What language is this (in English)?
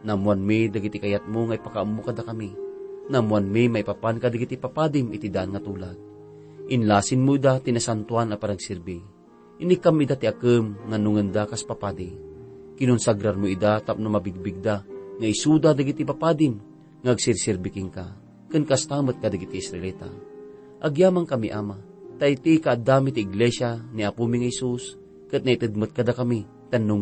Iloko